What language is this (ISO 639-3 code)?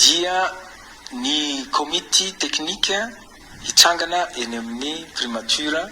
mlg